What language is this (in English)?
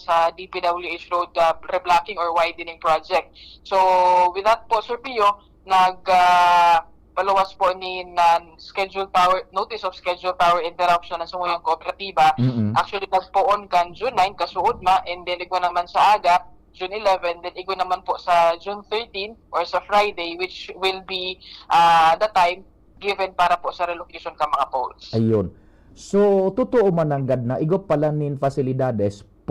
Bikol